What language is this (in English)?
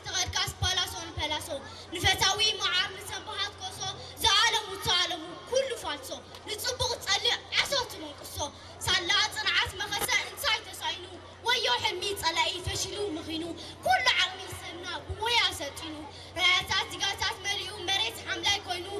Tigrinya